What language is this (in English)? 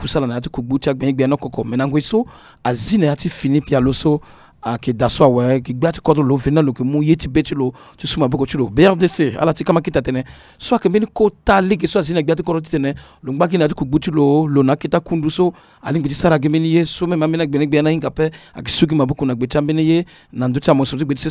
Sango